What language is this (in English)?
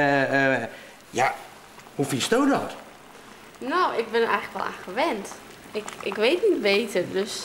Western Frisian